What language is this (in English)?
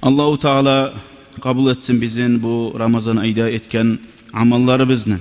Kumyk